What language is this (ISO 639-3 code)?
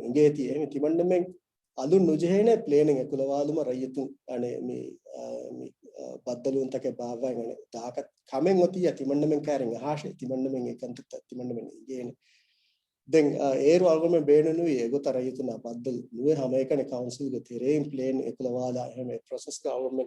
div